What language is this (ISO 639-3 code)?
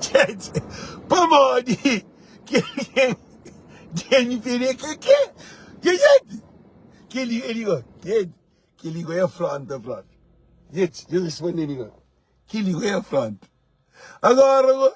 kea